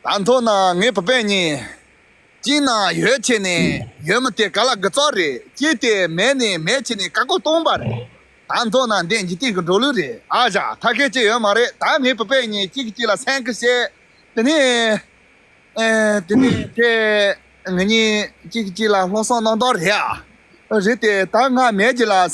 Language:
Tibetan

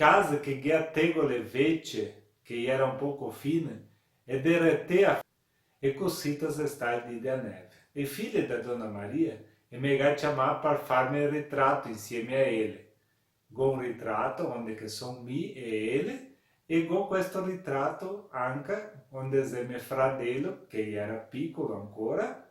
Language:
Venetian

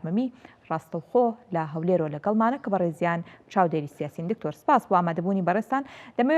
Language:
Central Kurdish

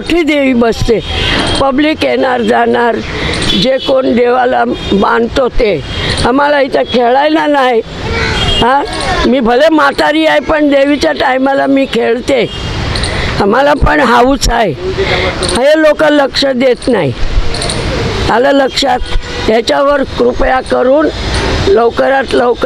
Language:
Marathi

